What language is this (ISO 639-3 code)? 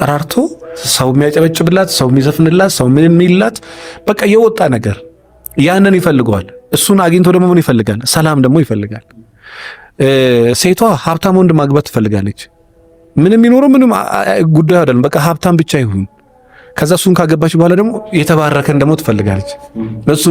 amh